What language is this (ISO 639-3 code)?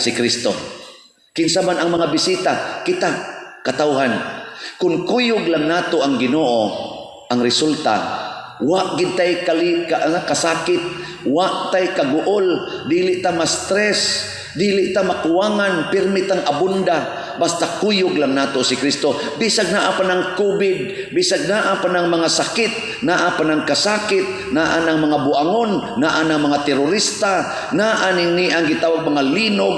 ceb